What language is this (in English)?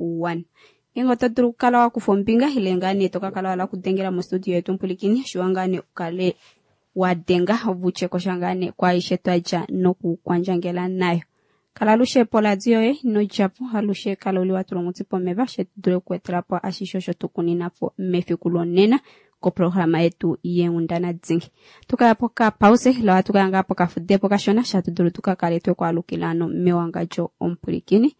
Kuanyama